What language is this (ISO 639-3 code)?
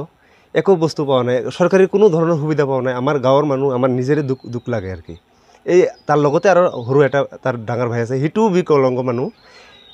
asm